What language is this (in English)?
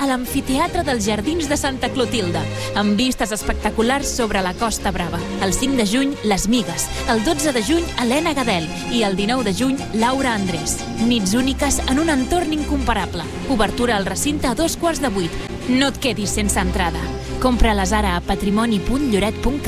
Catalan